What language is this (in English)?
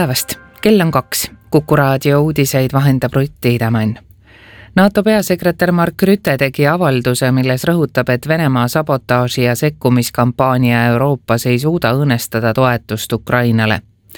Estonian